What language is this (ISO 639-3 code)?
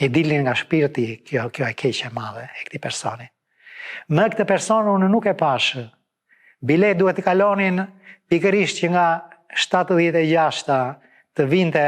sqi